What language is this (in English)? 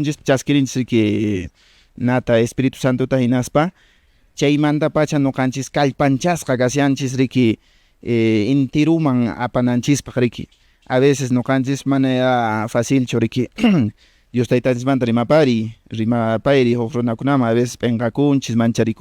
Quechua